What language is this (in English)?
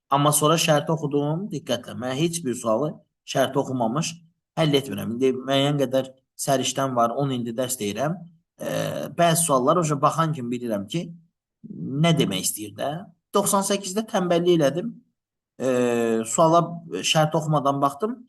Azerbaijani